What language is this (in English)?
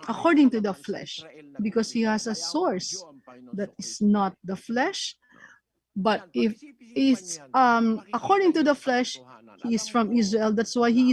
Ewe